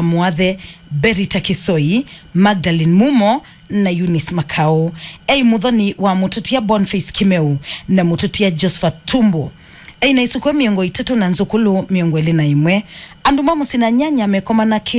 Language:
Kamba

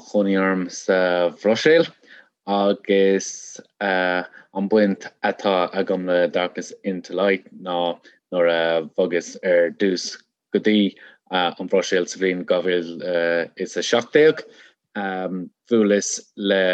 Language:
Irish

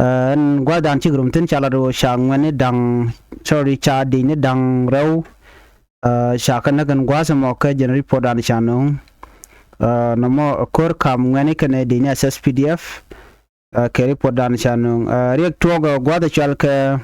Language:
Nuer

